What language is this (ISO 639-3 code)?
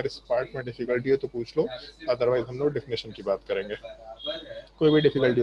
hin